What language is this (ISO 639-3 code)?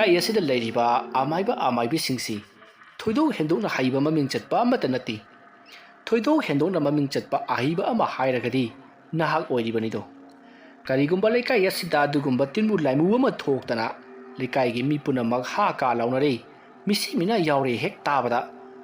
mni